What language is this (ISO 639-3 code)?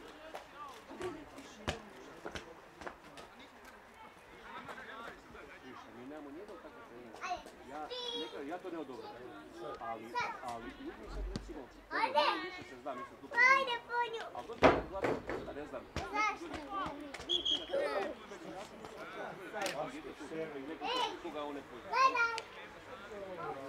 hrv